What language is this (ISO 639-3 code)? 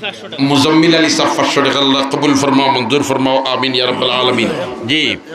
syl